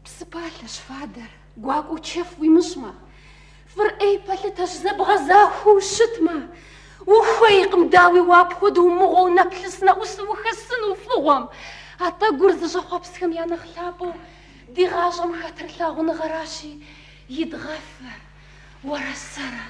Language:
Kabardian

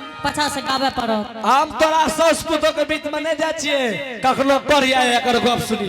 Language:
Angika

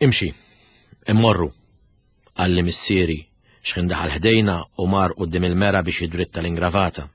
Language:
Maltese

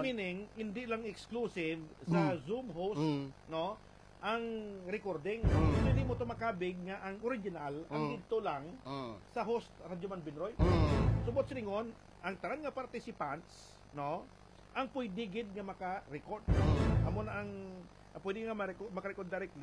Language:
Hiligaynon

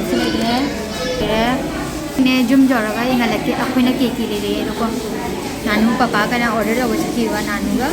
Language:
Manipuri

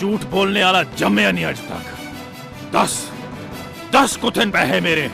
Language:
Dogri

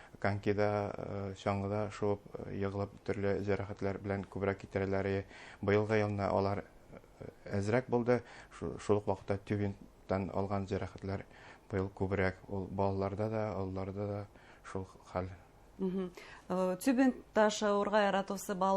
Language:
Bashkir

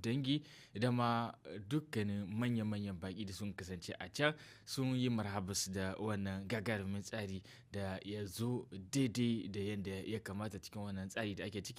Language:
Hausa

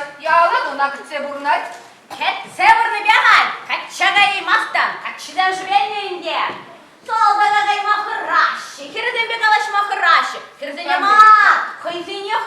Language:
Chuvash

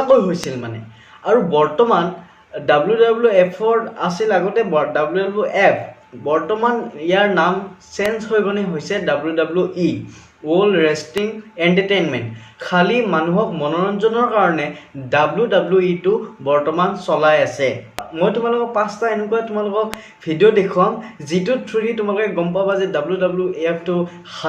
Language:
Assamese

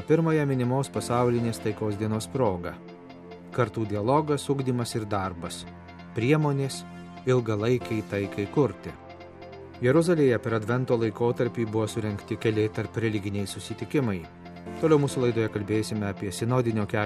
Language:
Lithuanian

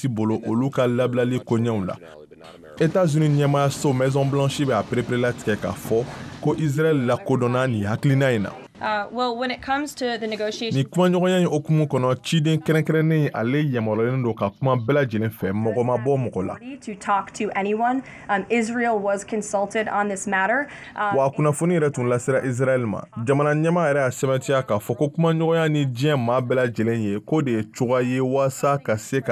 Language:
Bambara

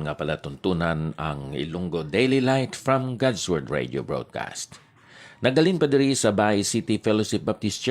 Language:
Hiligaynon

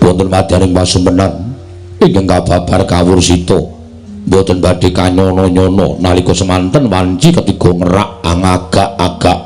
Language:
Javanese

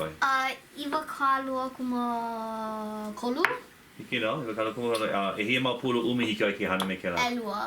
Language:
Hawaiian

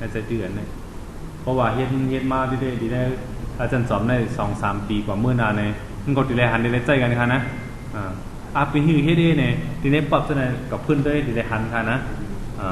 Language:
Shan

